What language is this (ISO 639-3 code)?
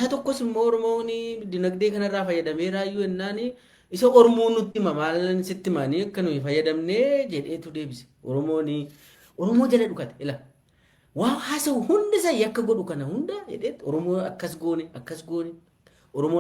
orm